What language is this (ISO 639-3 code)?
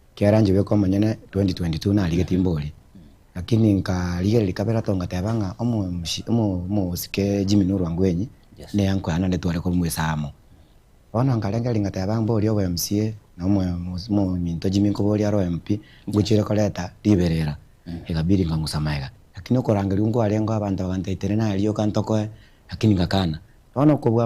guz